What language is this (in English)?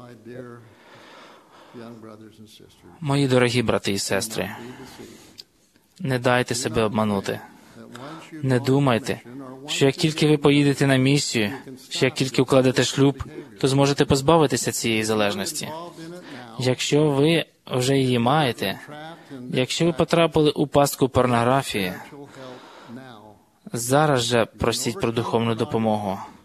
Ukrainian